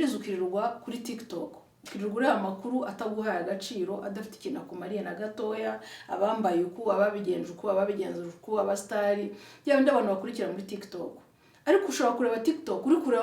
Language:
Kinyarwanda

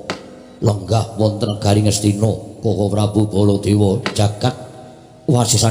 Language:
Javanese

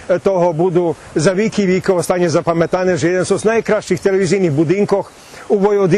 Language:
Rusyn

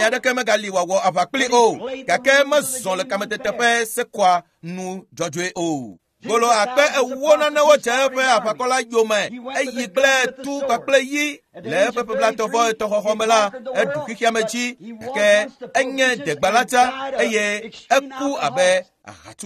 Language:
Ewe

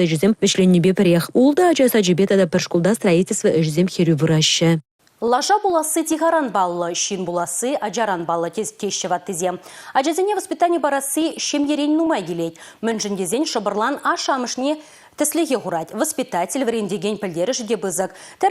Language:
Chuvash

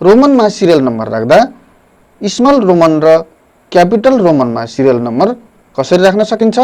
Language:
Nepali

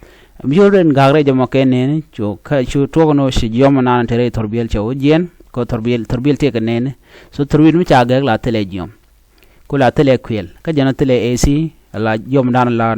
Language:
Nuer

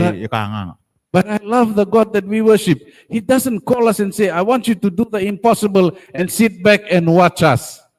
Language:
Gilbertese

